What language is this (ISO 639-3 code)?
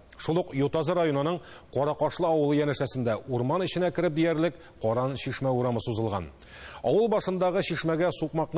tat